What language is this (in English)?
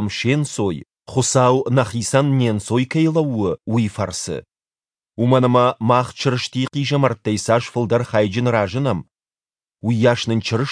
Ossetic